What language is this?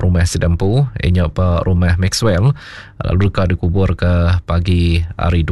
Iban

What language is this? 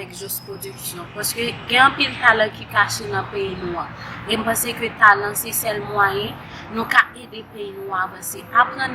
Haitian Creole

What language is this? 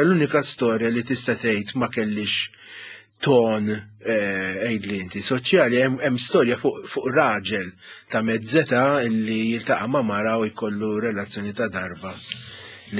Maltese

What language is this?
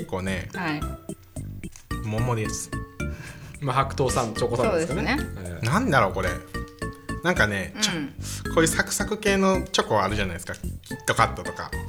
Japanese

